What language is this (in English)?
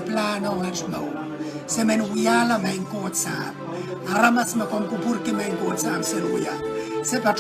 Pohnpeian